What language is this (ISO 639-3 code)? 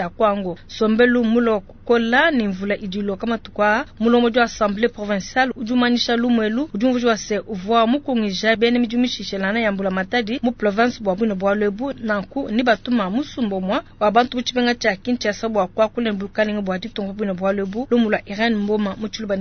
lua